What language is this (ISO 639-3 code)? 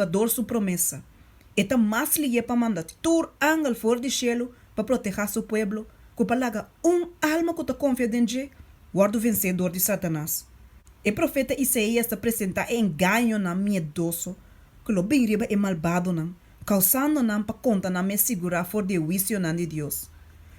pap